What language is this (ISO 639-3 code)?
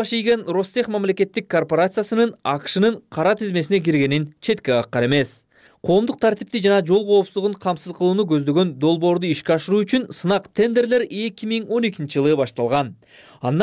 kir